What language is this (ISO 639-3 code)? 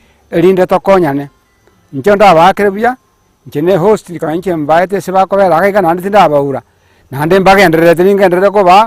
guz